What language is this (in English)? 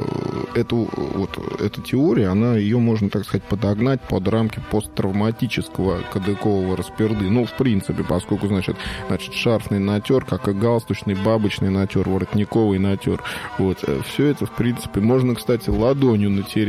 Russian